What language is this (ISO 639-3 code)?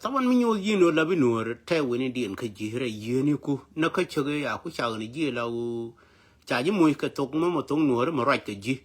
nus